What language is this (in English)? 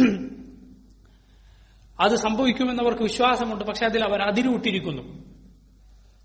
Malayalam